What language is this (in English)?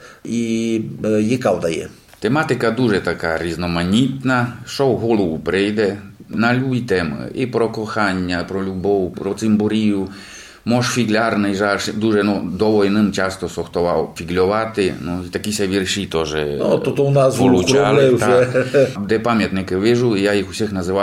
Rusyn